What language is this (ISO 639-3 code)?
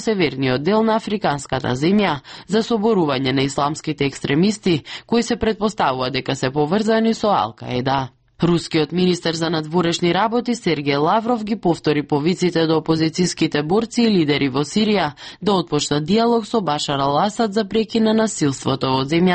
mkd